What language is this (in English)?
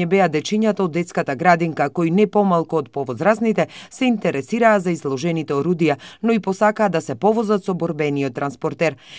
Macedonian